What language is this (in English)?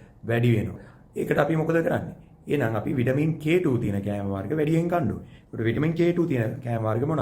Sinhala